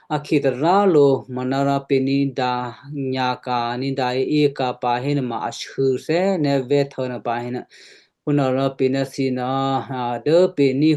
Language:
Western Kayah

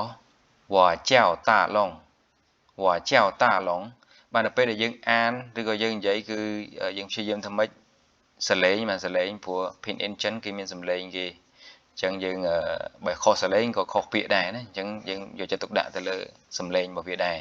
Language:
Khmer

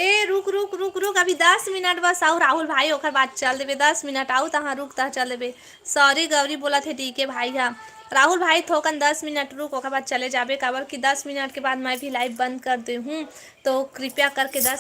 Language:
Chhattisgarhi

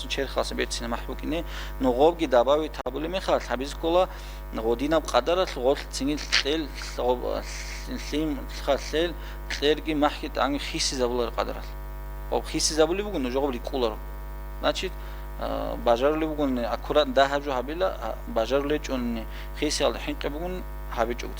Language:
Avaric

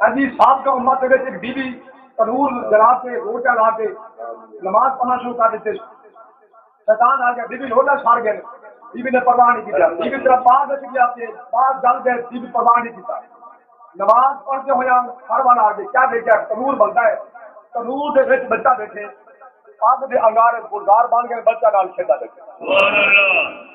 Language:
Saraiki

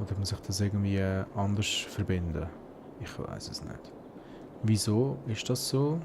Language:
Swiss German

